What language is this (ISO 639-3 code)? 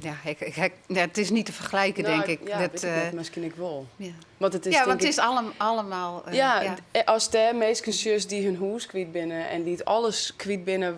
fry